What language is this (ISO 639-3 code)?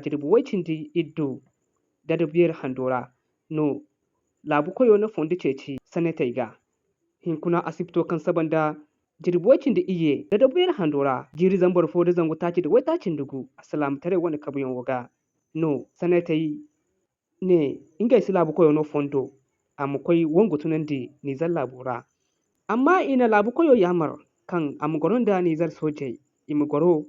dje